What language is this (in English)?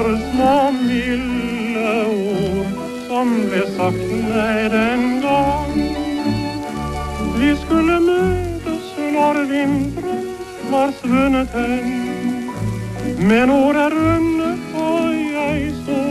Norwegian